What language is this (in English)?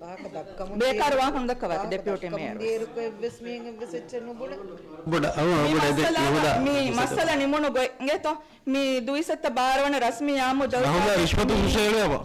Divehi